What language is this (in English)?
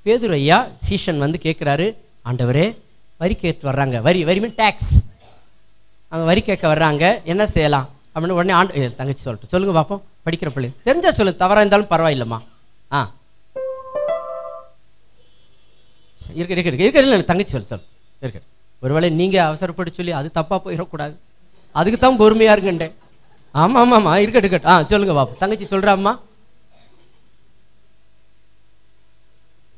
Tamil